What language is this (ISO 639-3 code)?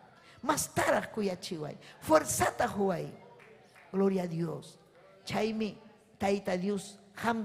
quy